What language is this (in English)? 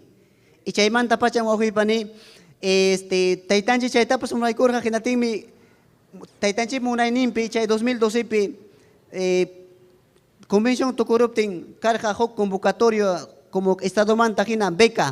Ayacucho Quechua